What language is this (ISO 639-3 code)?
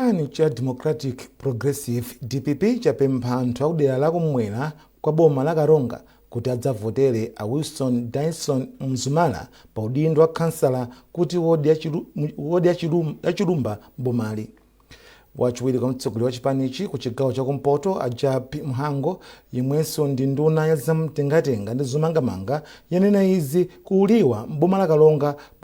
nya